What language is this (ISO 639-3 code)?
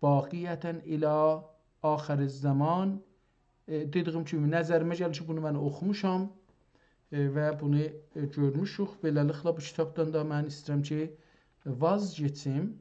azb